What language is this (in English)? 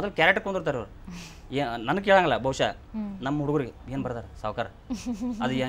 Kannada